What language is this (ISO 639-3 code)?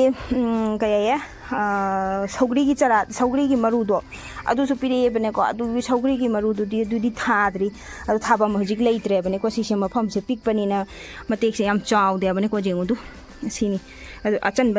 mni